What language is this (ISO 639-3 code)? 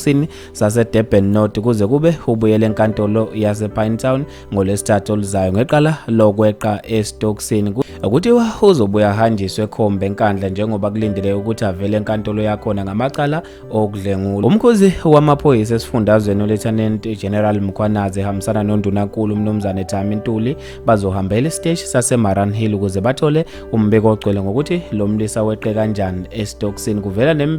zul